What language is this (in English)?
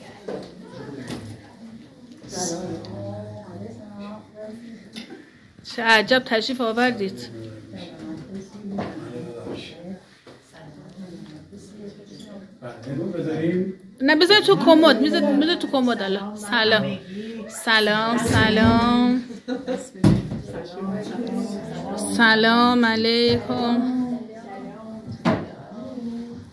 Persian